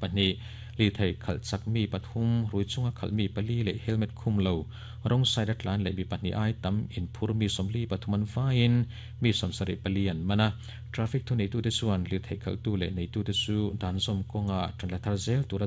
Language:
Mizo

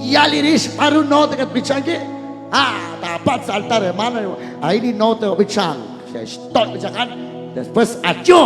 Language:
Kekchí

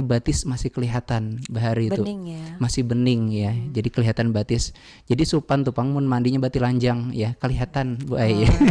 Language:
Banjar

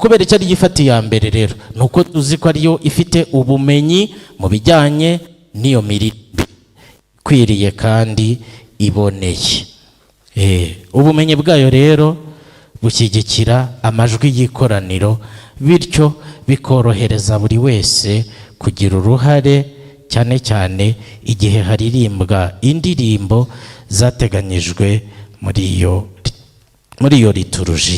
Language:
Kinyarwanda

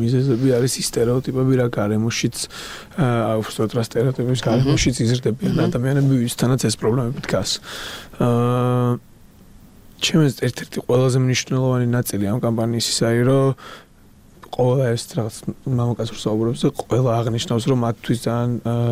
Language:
Georgian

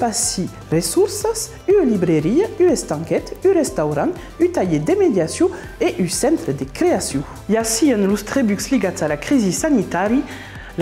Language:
Occitan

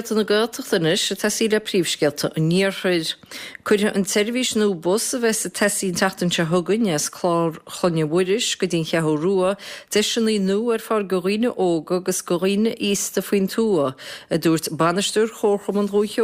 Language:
Irish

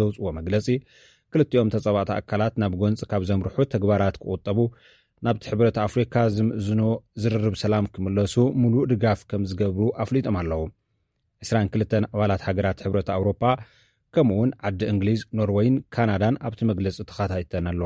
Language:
Tigrinya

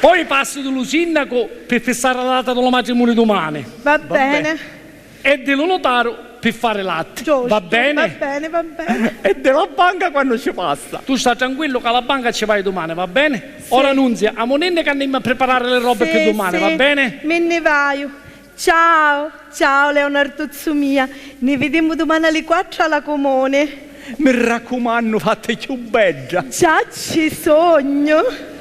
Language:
Sicilian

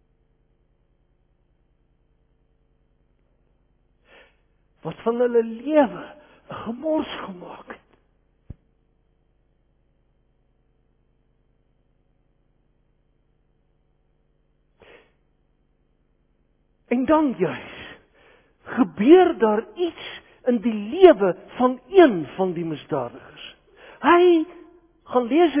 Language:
Afrikaans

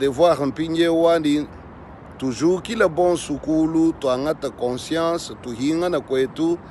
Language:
Luba-Lulua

